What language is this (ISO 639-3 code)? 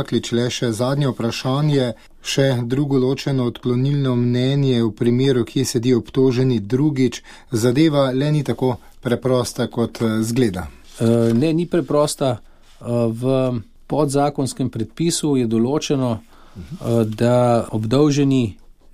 slv